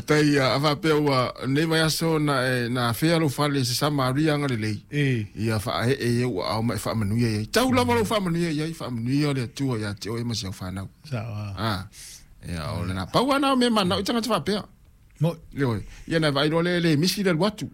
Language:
Samoan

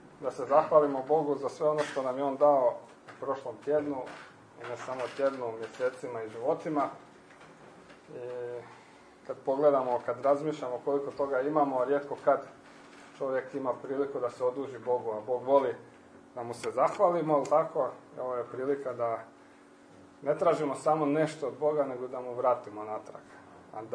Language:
Croatian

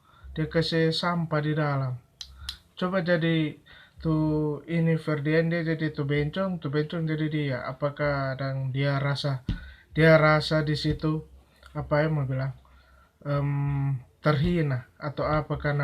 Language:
Manado Malay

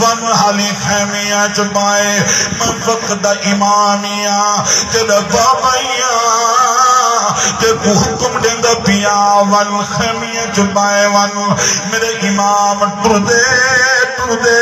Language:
Saraiki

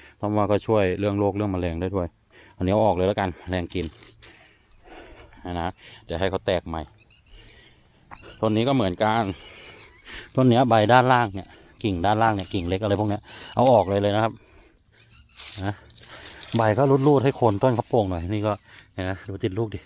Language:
Thai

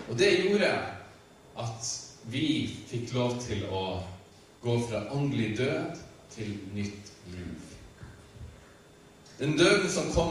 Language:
Norwegian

